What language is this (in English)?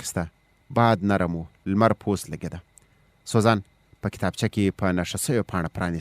Pashto